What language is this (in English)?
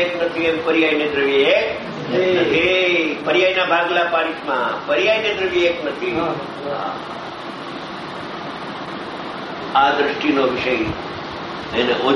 Gujarati